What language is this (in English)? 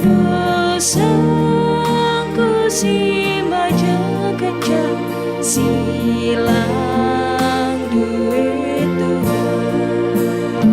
Batak Karo